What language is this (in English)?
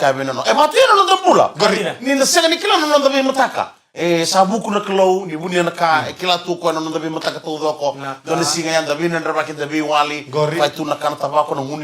Fijian